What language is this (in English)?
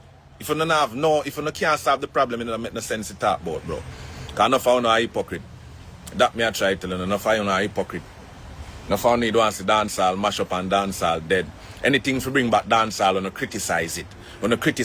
Jamaican Creole English